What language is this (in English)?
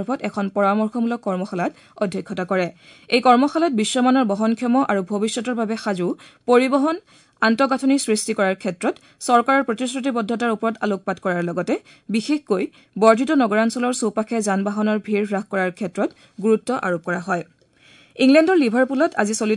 Assamese